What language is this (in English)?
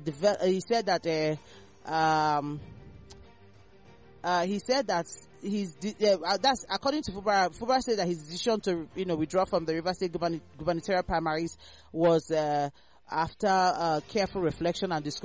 English